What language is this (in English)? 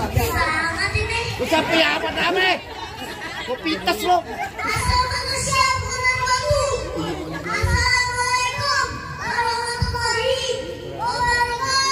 Betawi